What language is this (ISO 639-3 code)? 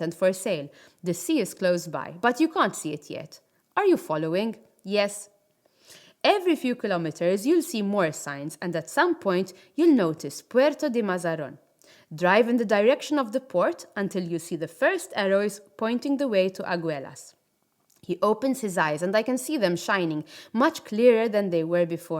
eng